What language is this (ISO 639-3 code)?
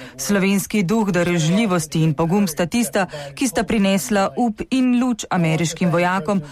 slv